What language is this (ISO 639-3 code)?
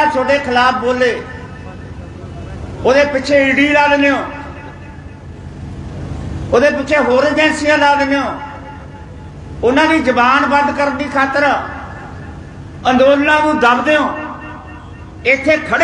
pan